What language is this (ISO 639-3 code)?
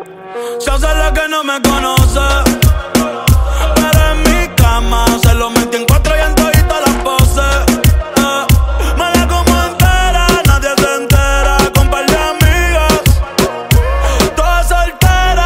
spa